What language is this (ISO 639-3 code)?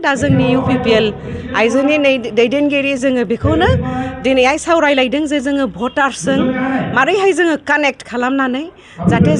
brx